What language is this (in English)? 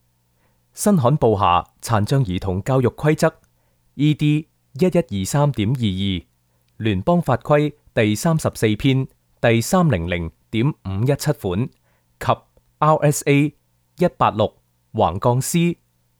Cantonese